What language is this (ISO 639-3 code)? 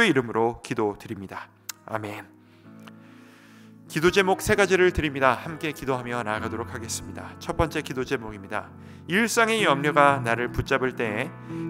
kor